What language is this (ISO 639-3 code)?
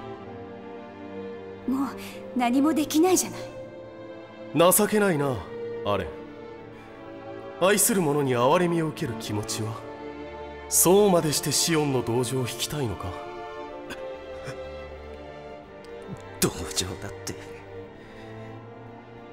jpn